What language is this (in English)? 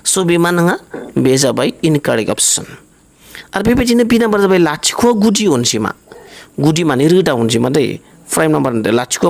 Bodo